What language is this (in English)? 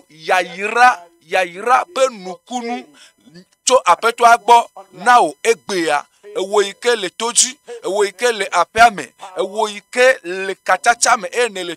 Ewe